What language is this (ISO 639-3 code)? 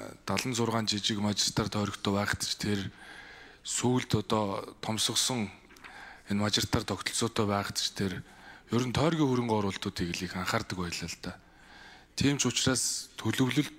mon